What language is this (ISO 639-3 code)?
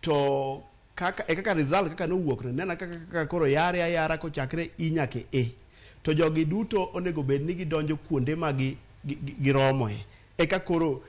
luo